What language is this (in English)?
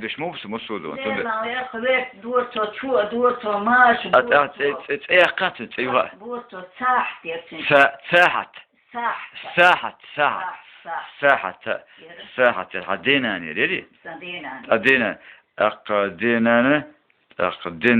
Chechen